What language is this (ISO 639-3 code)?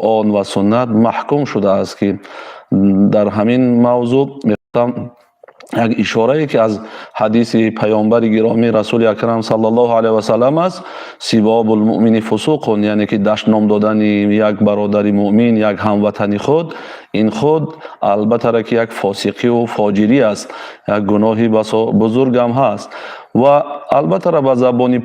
tgk